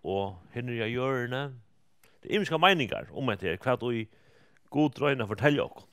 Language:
Faroese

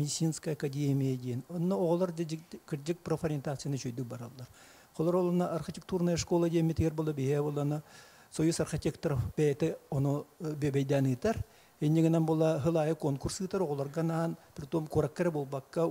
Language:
Yakut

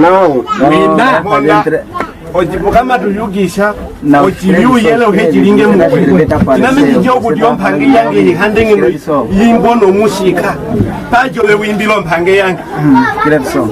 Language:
Nyaneka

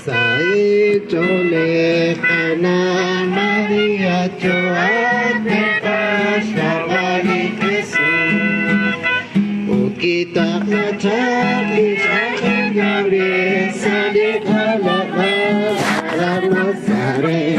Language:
Kekchí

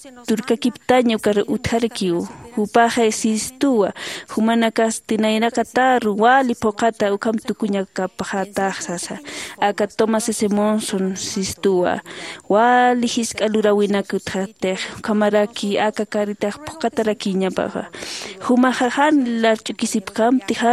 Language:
Aymara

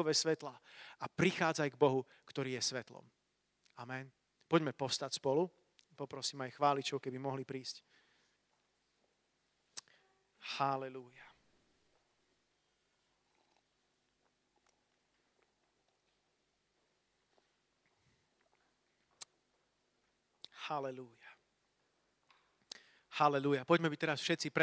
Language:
Slovak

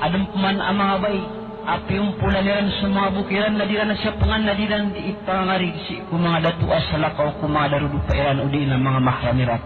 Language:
Maranao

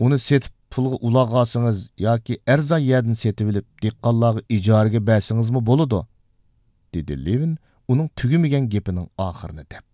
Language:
Uyghur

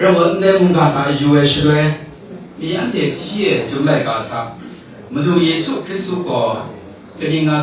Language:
Kachin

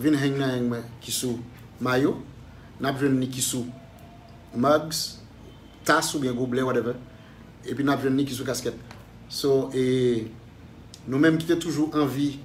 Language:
Haitian Creole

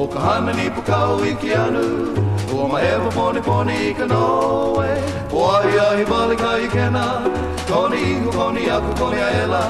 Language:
Hawaiian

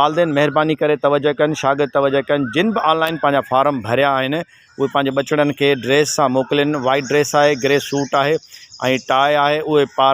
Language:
Sindhi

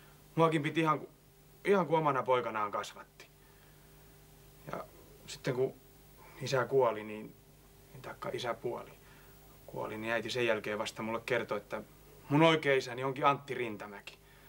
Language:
Finnish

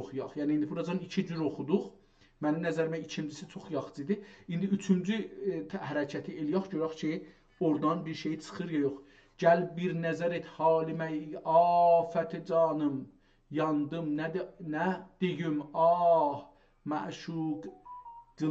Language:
South Azerbaijani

